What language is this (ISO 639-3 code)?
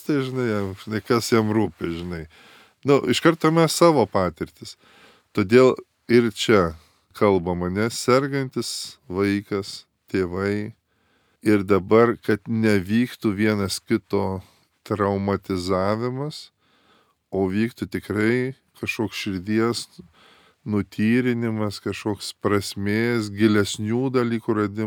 lit